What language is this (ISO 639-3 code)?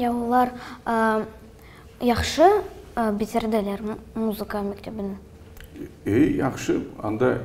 crh